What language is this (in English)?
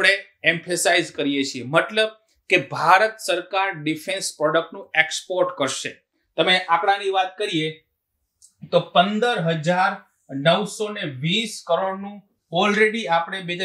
Gujarati